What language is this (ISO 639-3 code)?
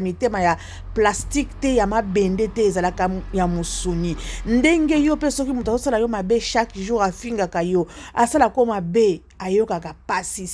lin